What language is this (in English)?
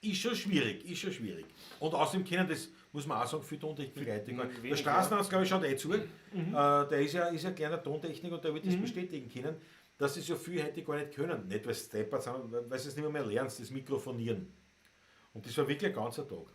Bavarian